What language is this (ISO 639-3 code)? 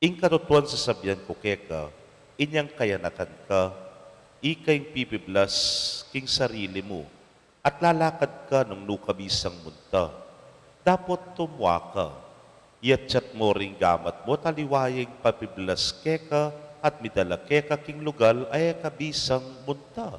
pam